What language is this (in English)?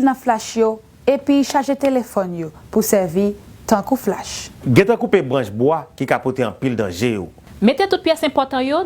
Haitian Creole